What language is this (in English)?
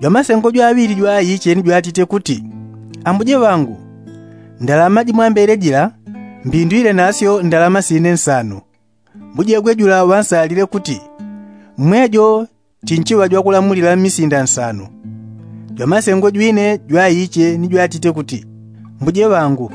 Yao